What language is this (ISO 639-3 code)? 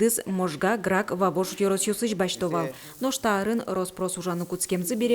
udm